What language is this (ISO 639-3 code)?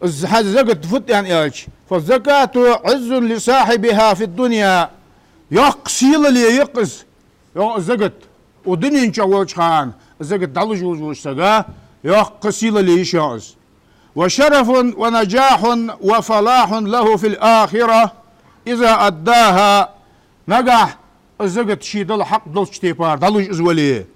inh